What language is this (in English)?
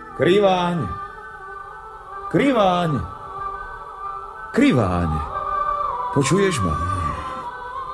Slovak